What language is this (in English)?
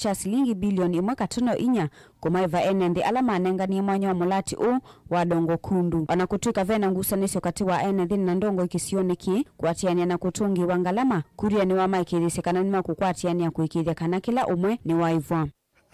Kamba